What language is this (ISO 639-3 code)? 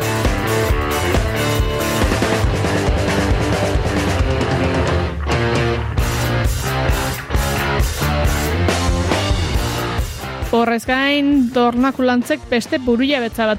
eus